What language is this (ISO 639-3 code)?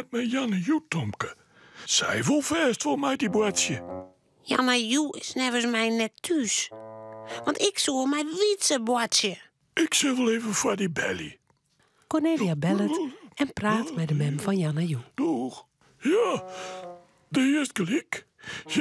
fry